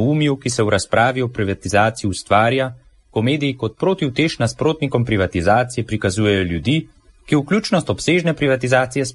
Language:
Slovenian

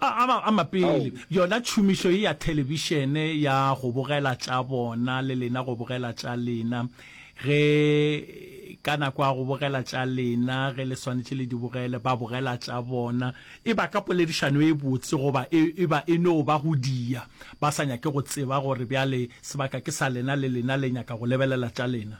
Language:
Northern Sotho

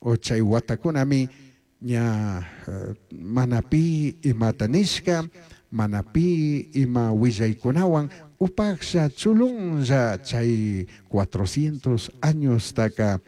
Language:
Chimborazo Highland Quichua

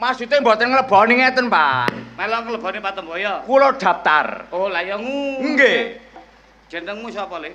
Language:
Javanese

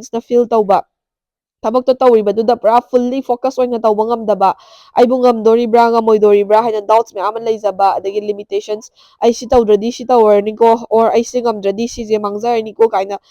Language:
Manipuri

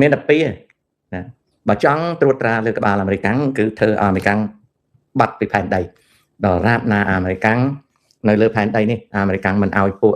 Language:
Khmer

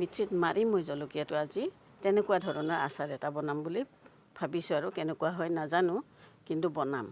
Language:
Assamese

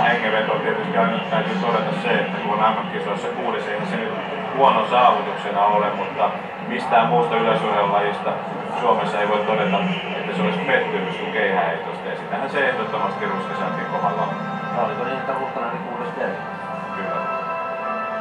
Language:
Finnish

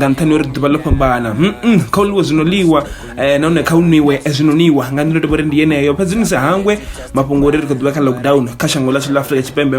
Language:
Venda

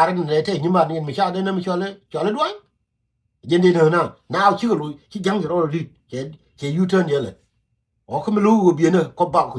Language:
Nuer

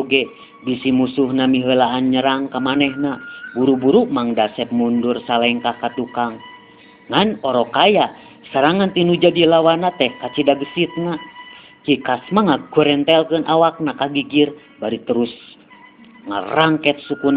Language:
Sundanese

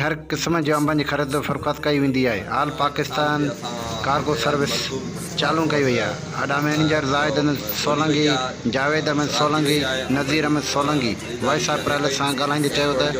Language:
Sindhi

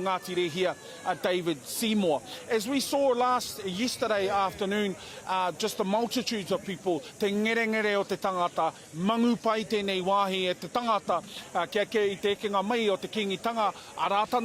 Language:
Māori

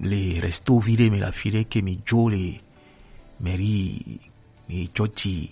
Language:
Gen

